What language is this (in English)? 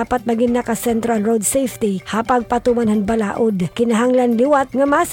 Waray